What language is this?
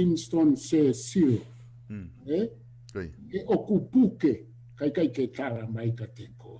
Tongan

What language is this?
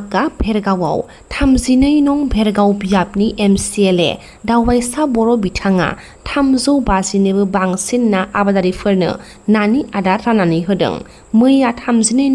Bodo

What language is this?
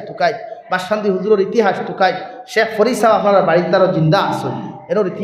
Sylheti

